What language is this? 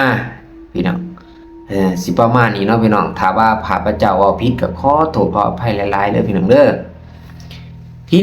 Lao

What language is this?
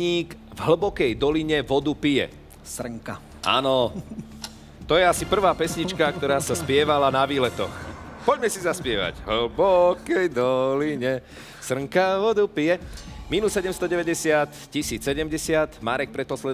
Slovak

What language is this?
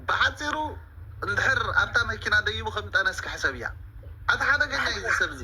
Tigrinya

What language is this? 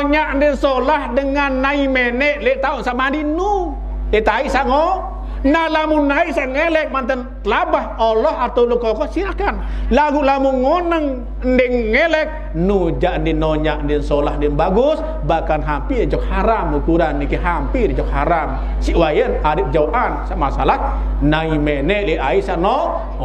Sasak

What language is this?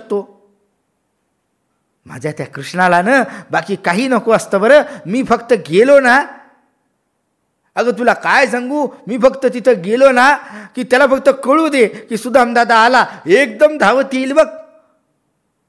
Marathi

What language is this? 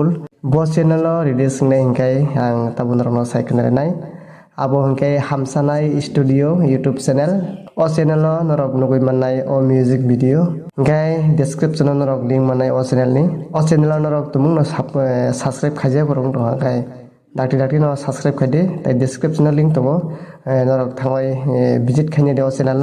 Kok Borok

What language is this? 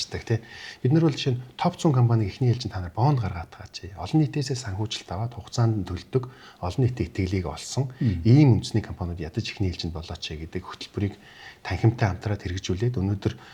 Mongolian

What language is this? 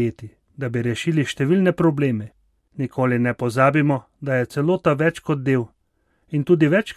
Slovenian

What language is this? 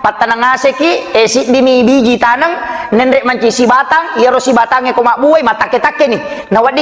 Buginese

